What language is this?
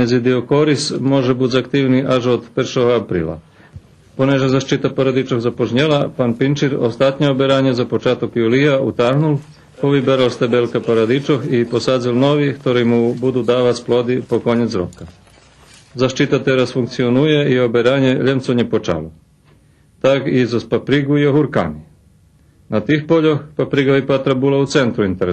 Rusyn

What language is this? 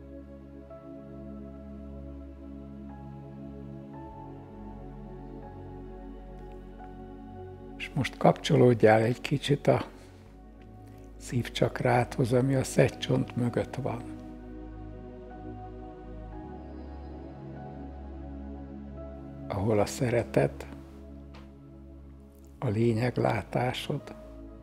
Hungarian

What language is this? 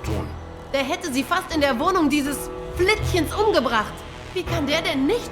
Swiss German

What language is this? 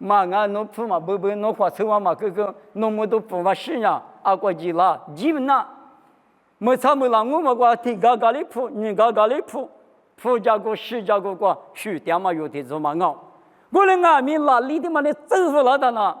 Lisu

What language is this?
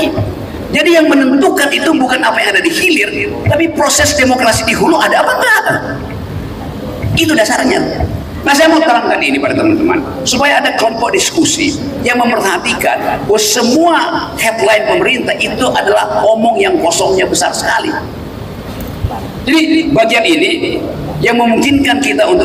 Indonesian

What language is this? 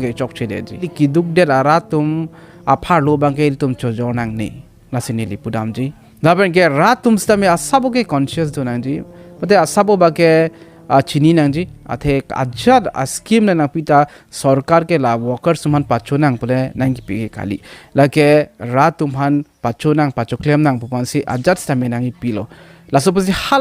Karbi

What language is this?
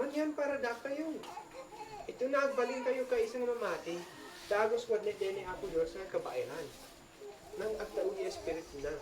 Isnag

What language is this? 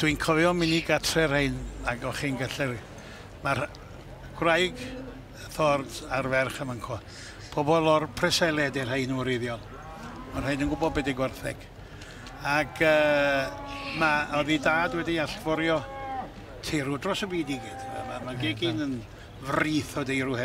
Welsh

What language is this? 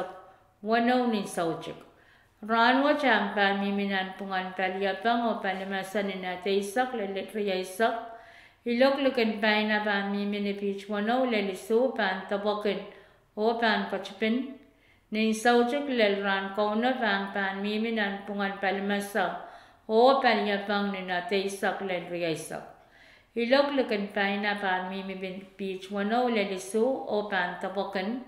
Pohnpeian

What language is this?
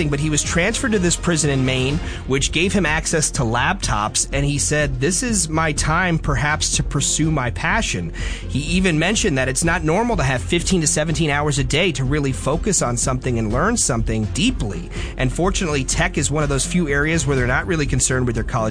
English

